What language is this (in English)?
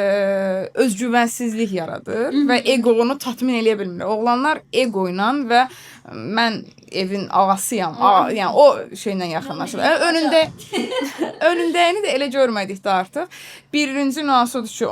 Azerbaijani